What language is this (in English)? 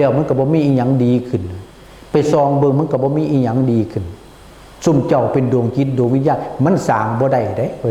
Northeastern Thai